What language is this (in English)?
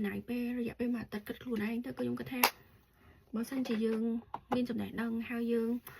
Khmer